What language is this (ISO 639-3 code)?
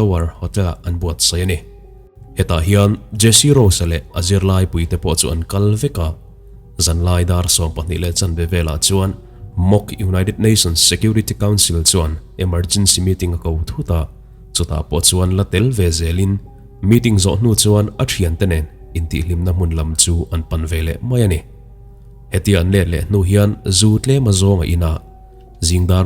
lus